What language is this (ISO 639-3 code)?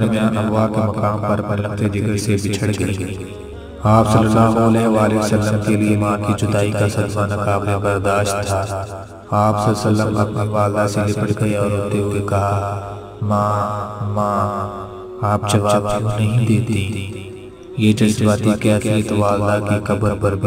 urd